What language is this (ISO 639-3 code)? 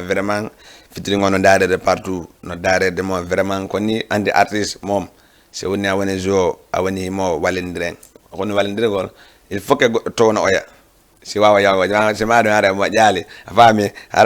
ful